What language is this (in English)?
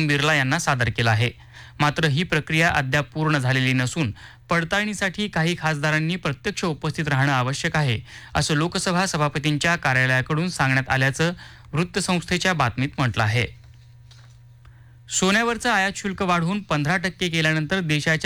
Marathi